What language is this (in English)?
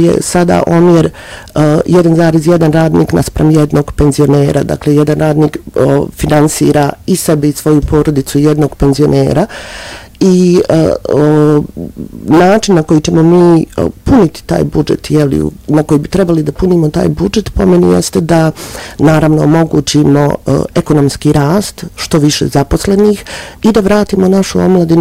Bosnian